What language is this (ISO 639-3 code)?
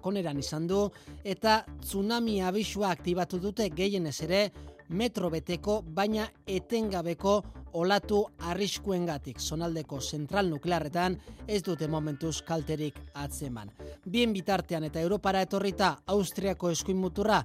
eus